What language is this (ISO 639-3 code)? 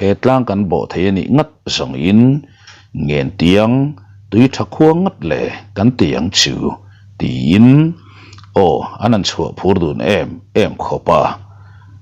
lus